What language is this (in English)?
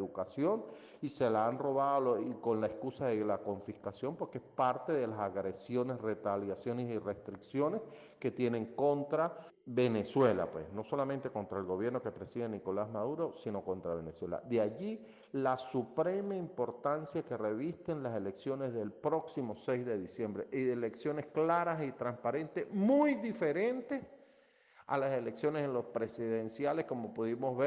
Spanish